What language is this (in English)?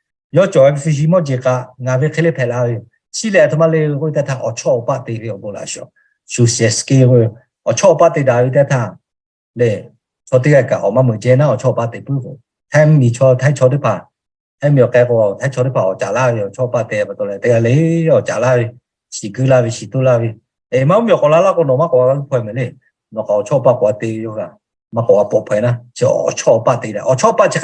Lahu